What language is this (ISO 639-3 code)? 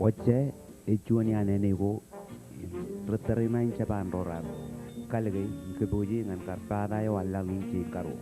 mah